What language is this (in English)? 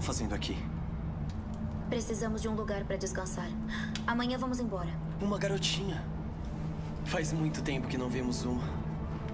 Portuguese